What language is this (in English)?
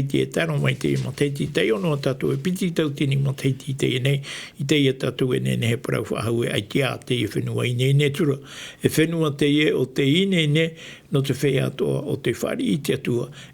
Tahitian